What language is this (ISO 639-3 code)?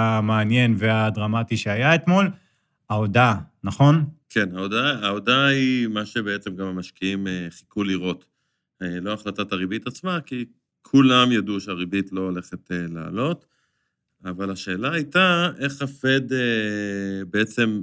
heb